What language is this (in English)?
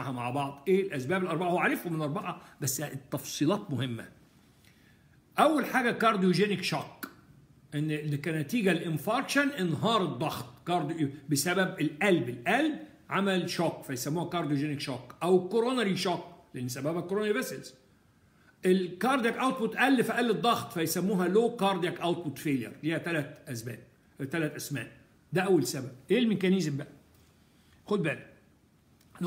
Egyptian Arabic